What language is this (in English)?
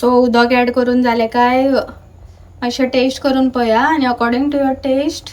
Konkani